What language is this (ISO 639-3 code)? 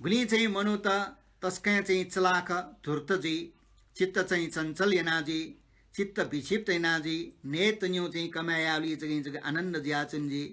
new